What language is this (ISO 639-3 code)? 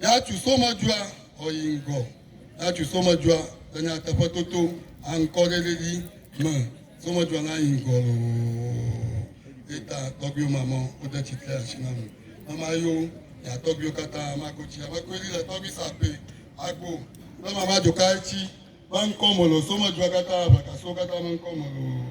ewe